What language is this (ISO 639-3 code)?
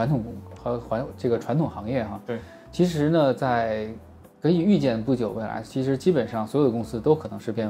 zho